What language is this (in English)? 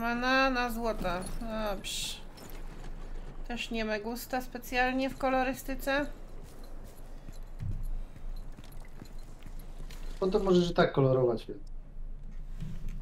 Polish